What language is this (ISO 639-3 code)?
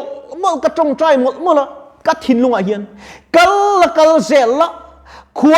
lus